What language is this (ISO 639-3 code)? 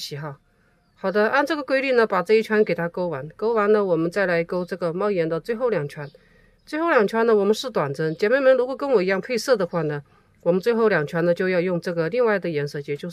zho